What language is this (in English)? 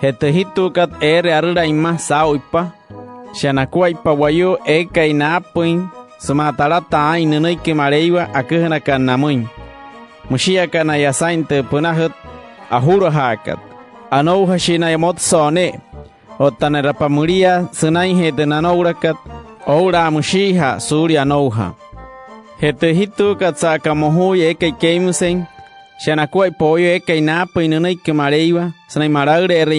Wayuu